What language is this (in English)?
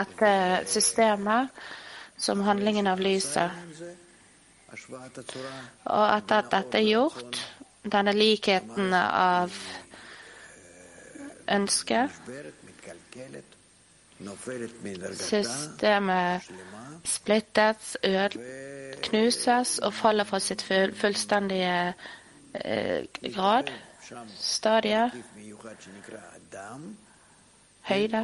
Norwegian